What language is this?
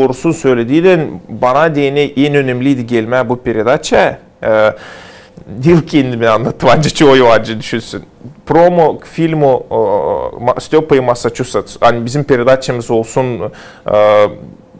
Gagauz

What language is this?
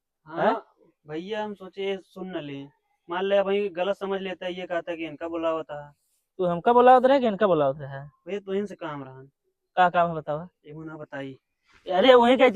Awadhi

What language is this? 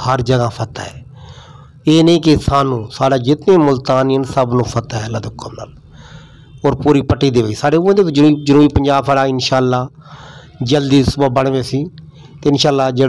Saraiki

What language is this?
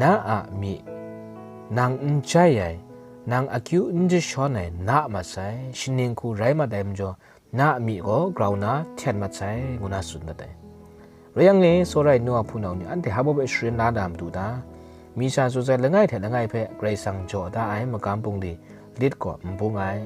Kachin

